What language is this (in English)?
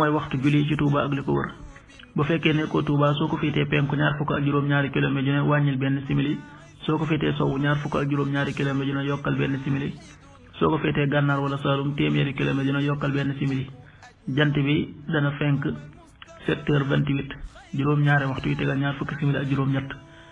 Wolof